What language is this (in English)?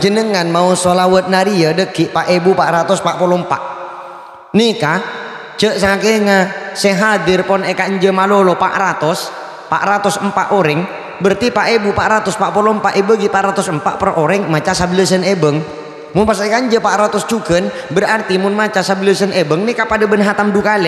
Madurese